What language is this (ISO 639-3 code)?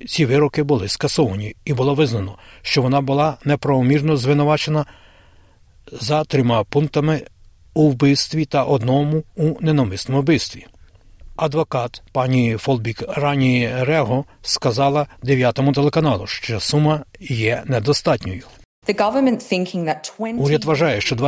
ukr